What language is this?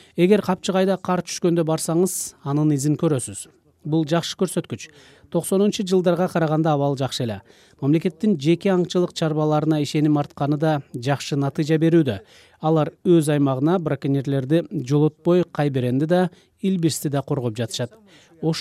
Kyrgyz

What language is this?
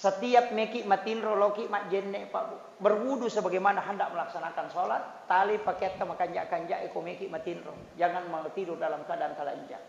Buginese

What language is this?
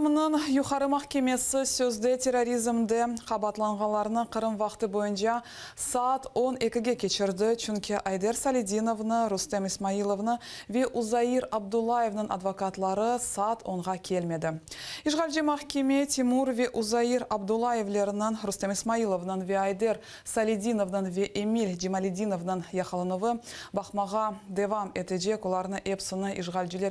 Crimean Tatar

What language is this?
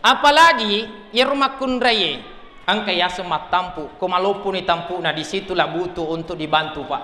Buginese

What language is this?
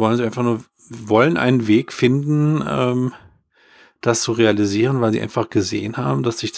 German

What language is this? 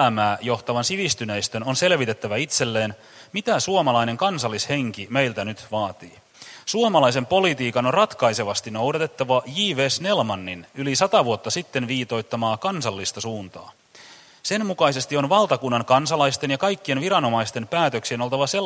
Finnish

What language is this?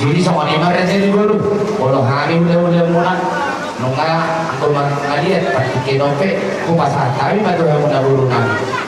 Batak Toba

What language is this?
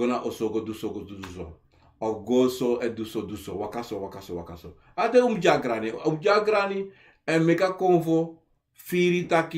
Sranan Tongo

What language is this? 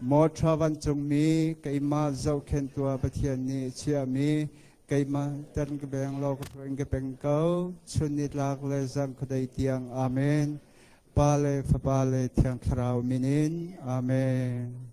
Hakha Chin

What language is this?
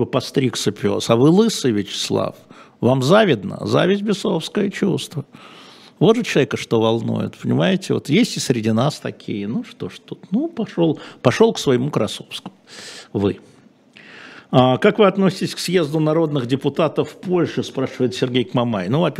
Russian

